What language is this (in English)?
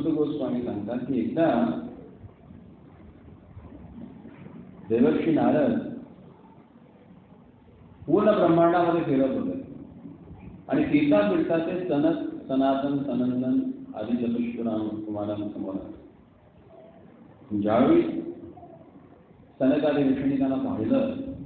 Marathi